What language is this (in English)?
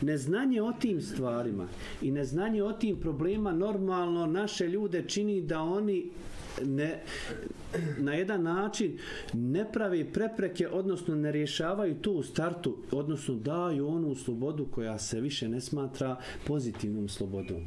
Bosnian